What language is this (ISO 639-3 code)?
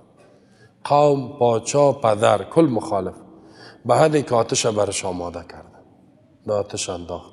fas